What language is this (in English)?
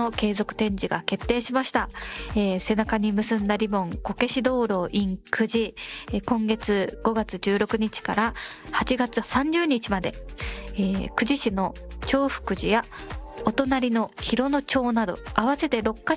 Japanese